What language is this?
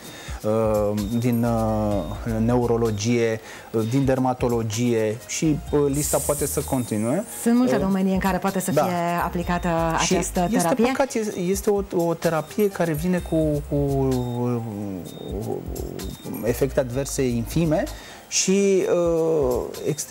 Romanian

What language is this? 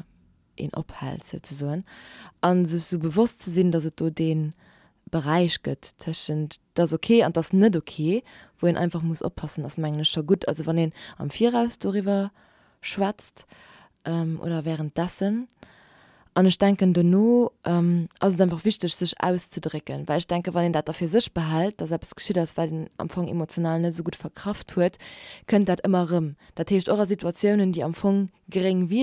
Luxembourgish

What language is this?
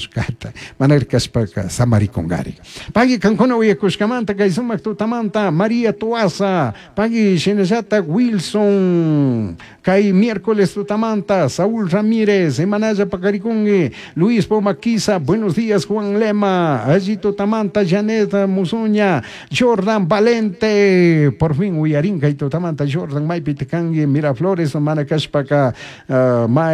Chimborazo Highland Quichua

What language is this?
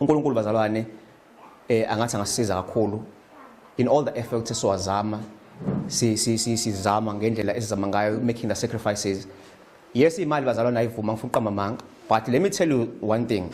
Zulu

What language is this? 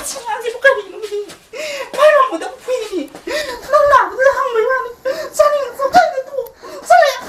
Manipuri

